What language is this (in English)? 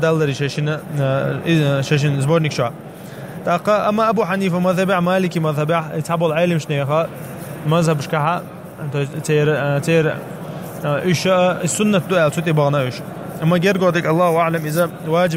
Chechen